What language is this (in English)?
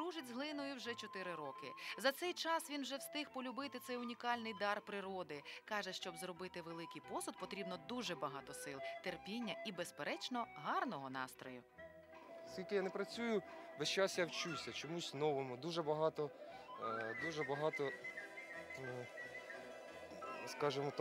Ukrainian